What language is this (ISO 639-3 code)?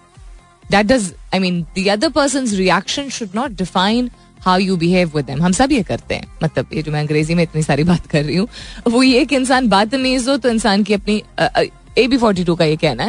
hin